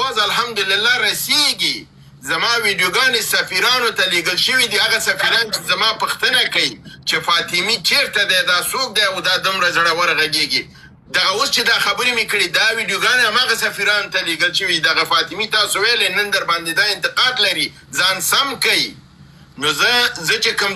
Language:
Pashto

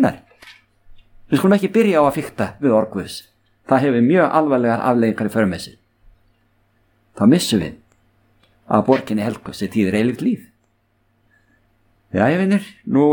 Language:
Icelandic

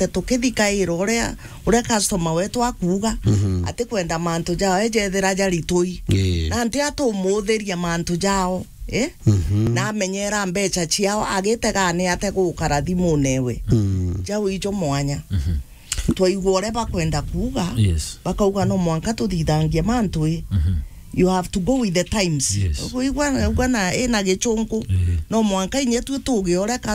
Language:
Meru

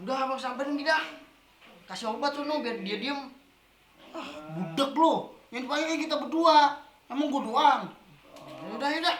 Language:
Betawi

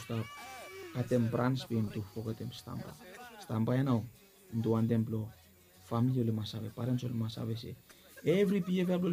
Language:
Bislama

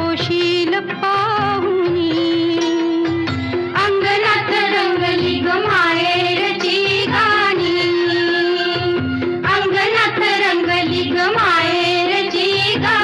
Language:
Marathi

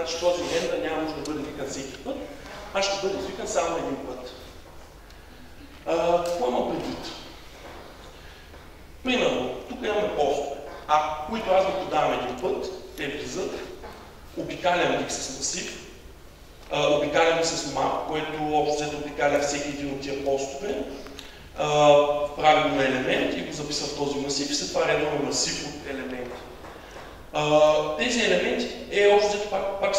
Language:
Bulgarian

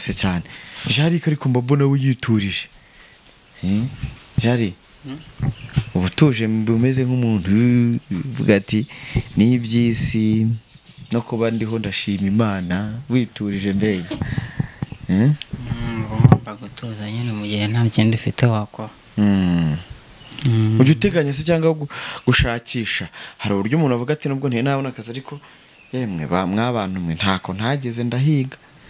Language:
Kinyarwanda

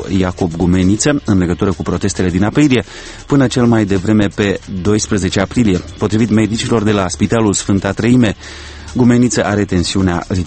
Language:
Romanian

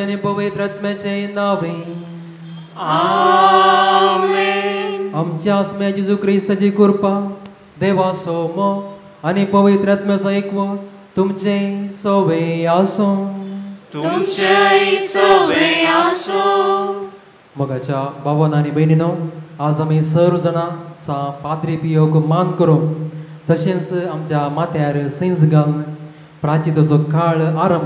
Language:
Konkani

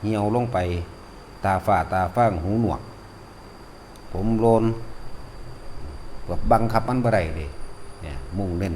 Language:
Lao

